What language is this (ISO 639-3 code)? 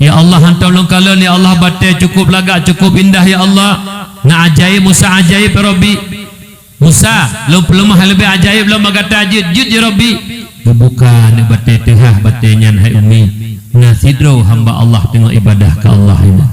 ace